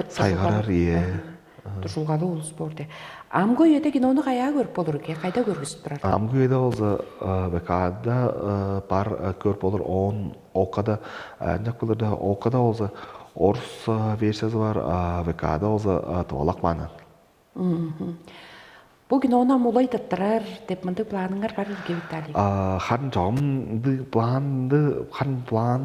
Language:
Tuvinian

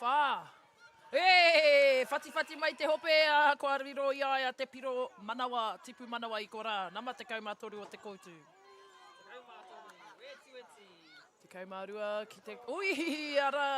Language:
Māori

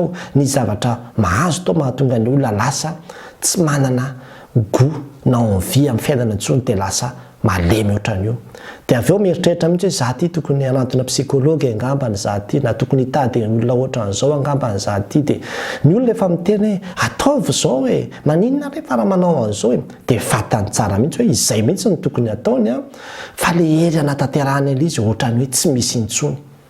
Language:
Malagasy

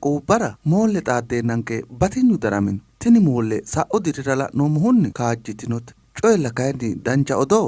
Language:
Sidamo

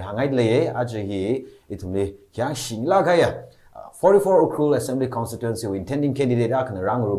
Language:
Tangkhul Naga (India)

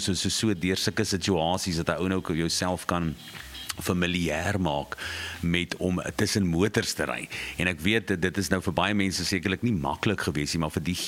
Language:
Afrikaans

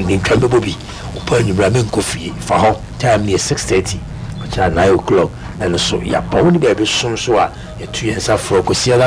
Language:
Akan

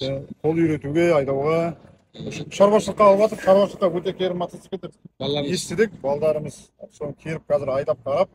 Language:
Kazakh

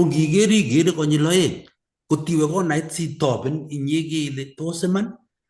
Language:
Kalenjin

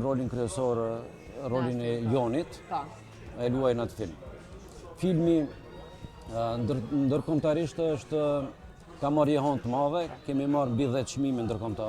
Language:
Albanian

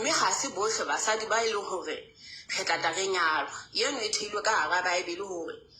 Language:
Southern Sotho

